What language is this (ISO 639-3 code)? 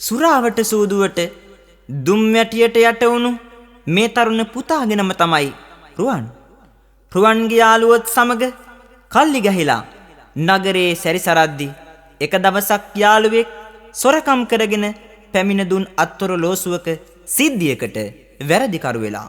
sin